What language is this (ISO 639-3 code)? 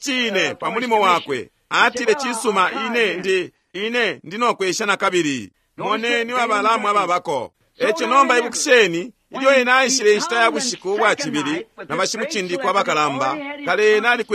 bem